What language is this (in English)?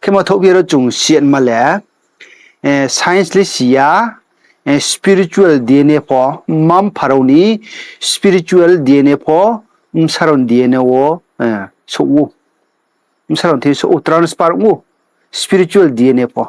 Riang (India)